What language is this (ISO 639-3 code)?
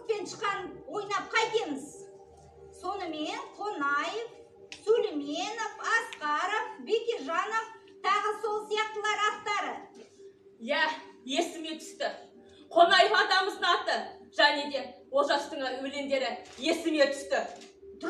kaz